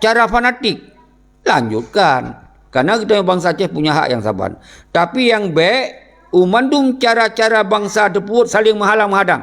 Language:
Achinese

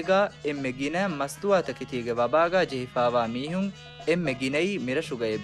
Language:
Divehi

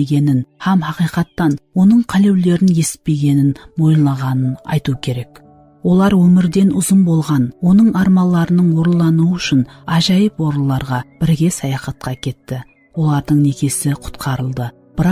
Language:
Kara-Kalpak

